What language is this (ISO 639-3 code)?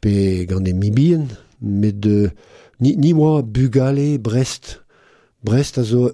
bre